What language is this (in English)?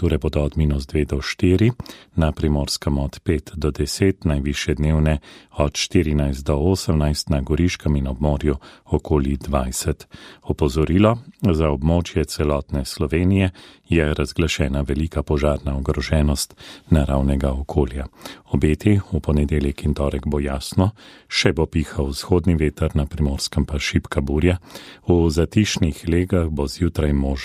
Slovenian